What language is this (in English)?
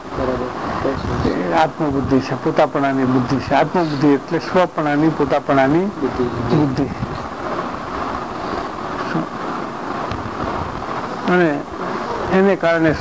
Gujarati